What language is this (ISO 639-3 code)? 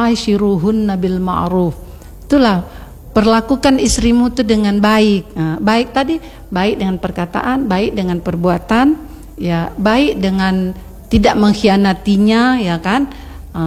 ind